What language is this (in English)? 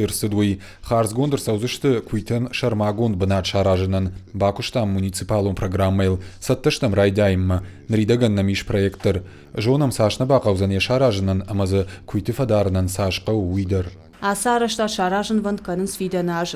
Ossetic